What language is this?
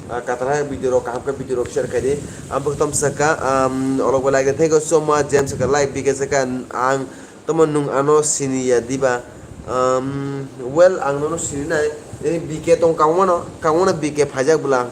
Kok Borok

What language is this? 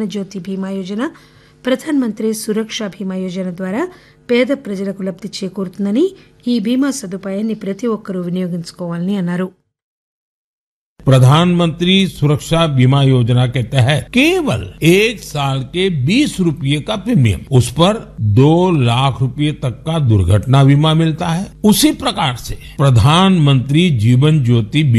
Telugu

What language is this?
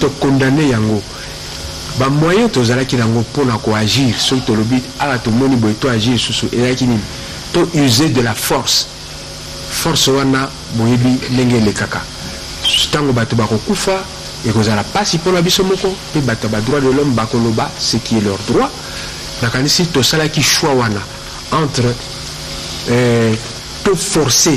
Lingala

